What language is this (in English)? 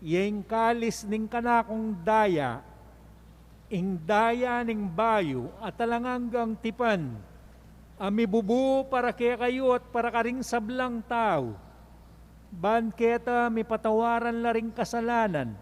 Pampanga